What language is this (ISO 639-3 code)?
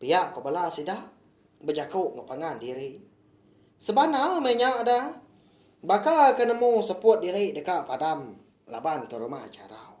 iba